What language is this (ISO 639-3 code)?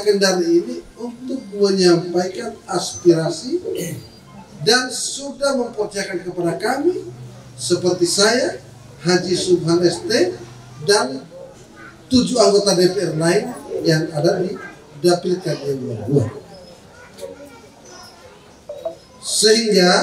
ind